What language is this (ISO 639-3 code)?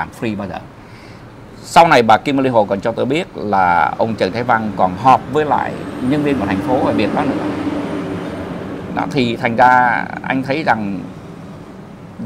vie